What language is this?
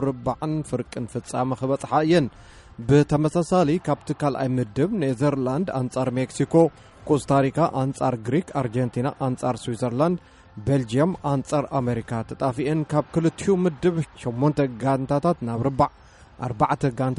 Tigrinya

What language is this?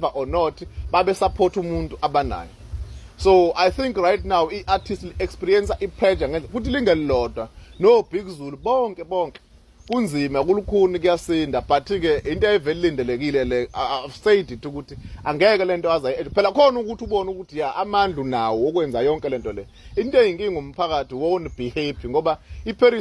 Zulu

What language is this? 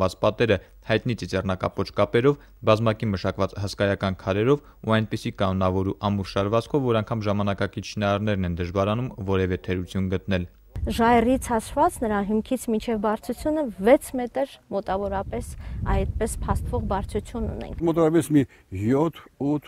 Armenian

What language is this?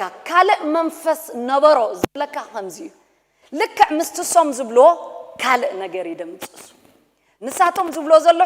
Tigrinya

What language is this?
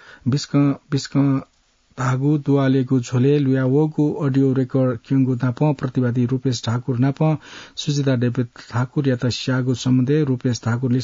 Newari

